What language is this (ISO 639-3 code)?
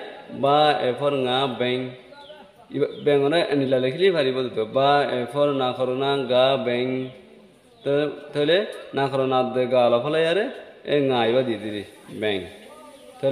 rhg